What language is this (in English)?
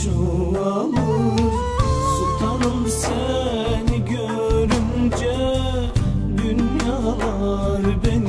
Turkish